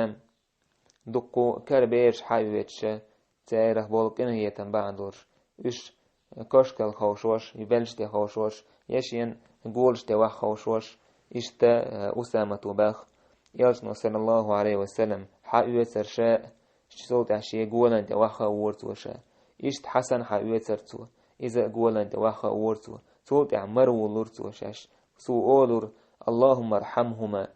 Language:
Chechen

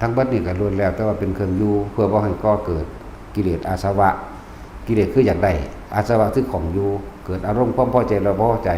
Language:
Northeastern Thai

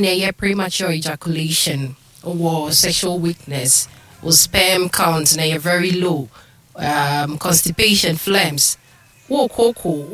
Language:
Akan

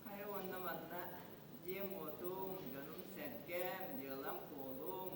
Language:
Yakut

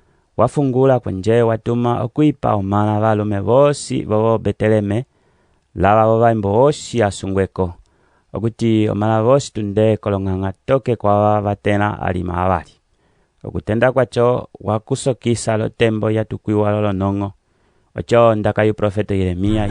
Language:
Umbundu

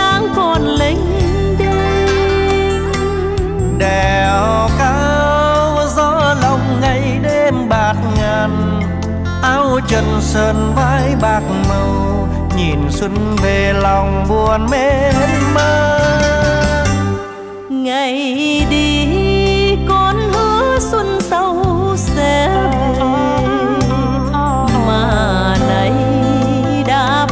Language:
Vietnamese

